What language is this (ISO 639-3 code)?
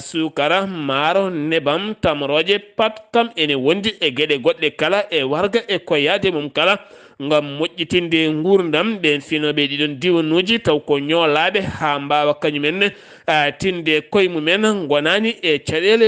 ful